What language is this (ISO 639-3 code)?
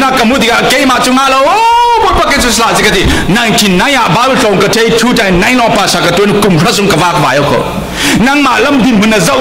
cfm